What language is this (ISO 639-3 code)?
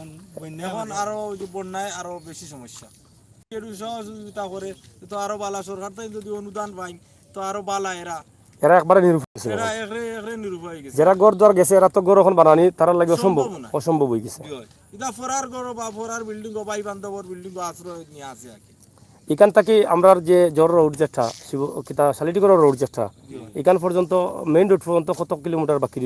syl